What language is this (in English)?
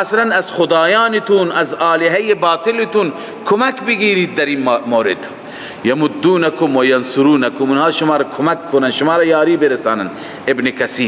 Persian